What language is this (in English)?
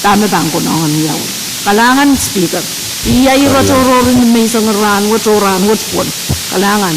Pohnpeian